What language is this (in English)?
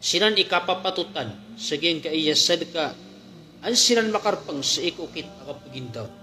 Maranao